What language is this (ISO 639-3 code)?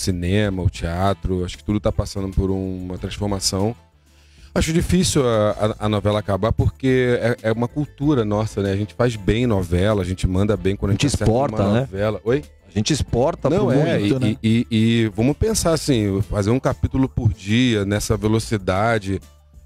por